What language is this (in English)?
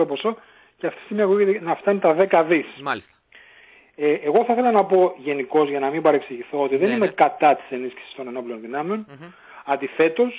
Greek